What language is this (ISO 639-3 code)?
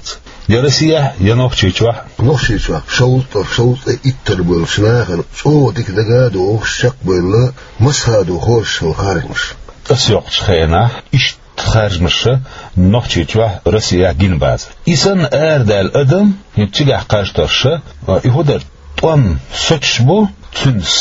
che